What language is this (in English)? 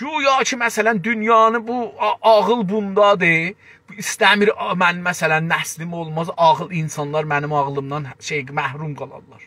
South Azerbaijani